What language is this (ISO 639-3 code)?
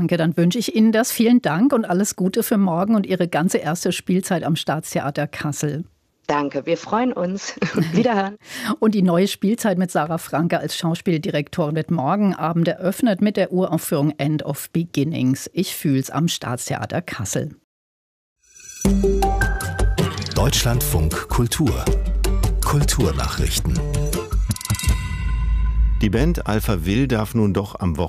deu